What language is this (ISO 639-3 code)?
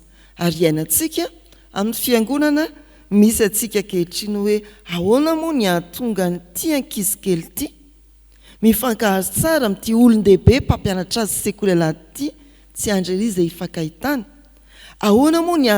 mlg